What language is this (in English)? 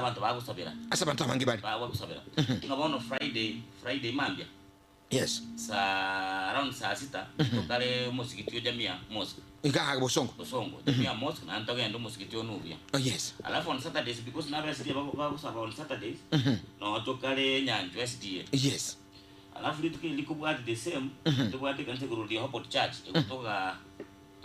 Gusii